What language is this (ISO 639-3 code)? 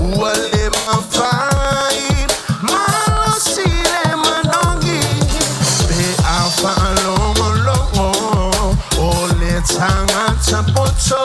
smo